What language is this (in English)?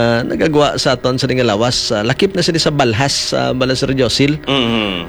Hiligaynon